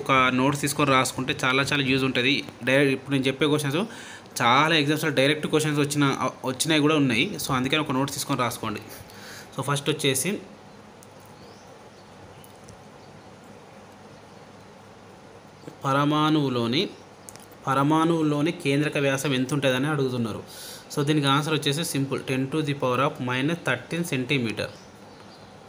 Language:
Telugu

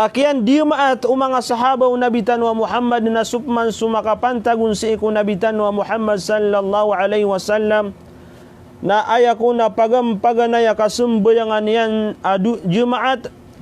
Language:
Maranao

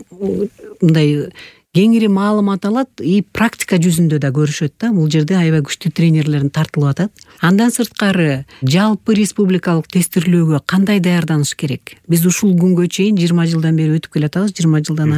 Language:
Kyrgyz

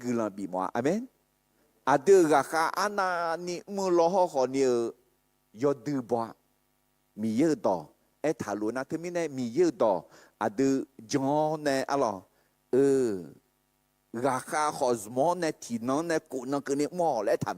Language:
Akha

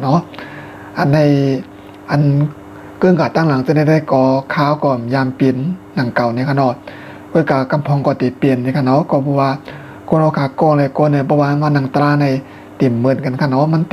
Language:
Shan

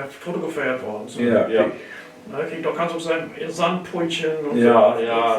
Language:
Low German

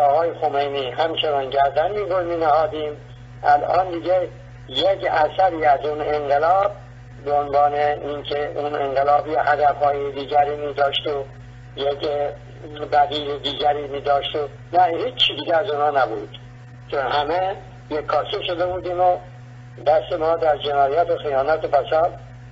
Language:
Persian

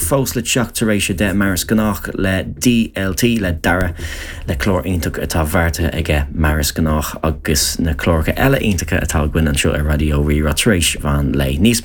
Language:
Irish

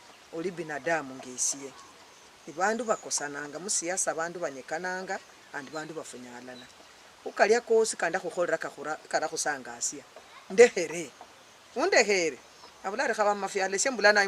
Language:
Luyia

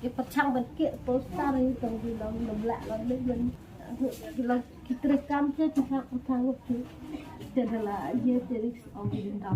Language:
Khasi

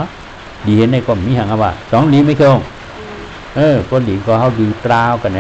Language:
Shan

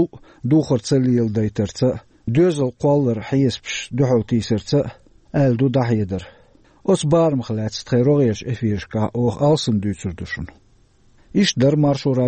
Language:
Chechen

